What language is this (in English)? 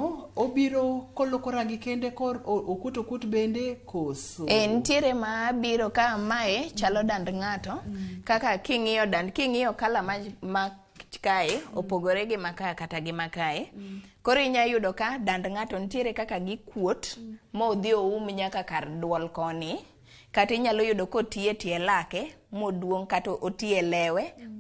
Luo (Kenya and Tanzania)